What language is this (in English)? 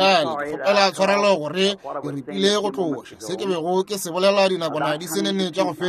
Northern Sotho